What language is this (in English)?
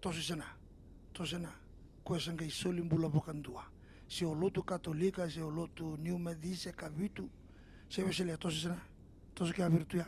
Fijian